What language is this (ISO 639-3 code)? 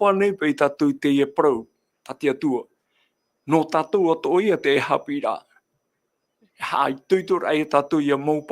tah